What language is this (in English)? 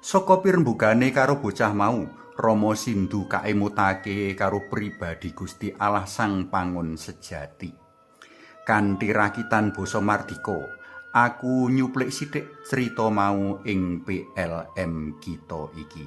Javanese